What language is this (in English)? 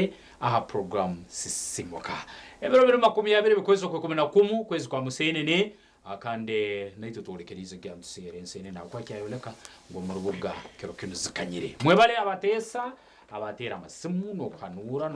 Nyankole